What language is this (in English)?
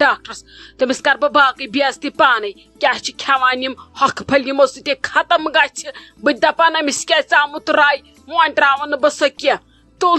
Kashmiri